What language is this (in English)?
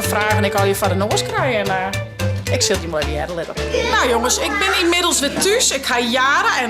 Western Frisian